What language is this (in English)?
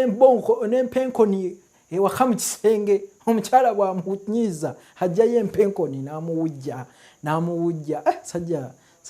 Ganda